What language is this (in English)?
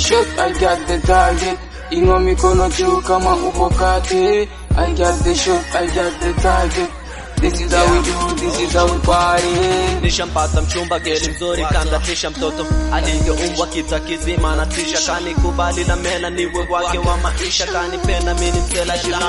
Swahili